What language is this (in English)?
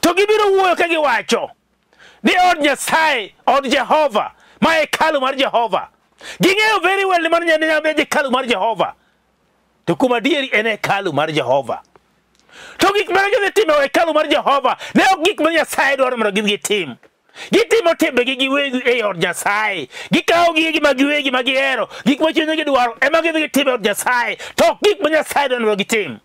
Luo (Kenya and Tanzania)